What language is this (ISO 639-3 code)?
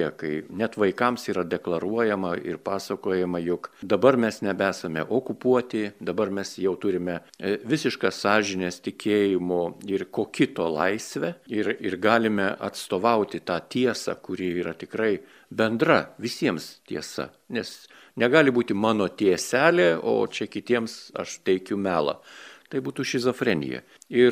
lit